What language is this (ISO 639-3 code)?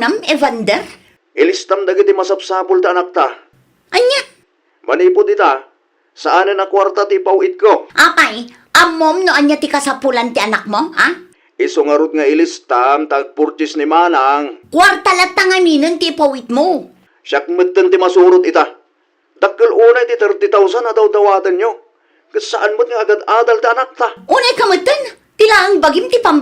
ilo